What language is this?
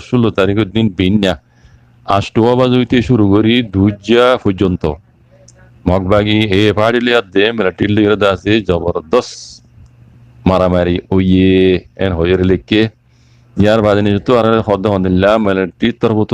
Rohingya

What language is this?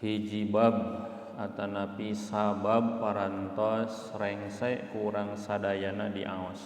Sundanese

